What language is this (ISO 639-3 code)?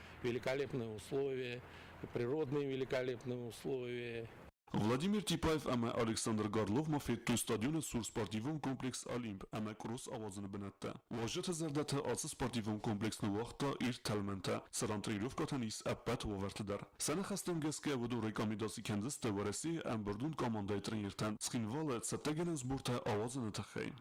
oss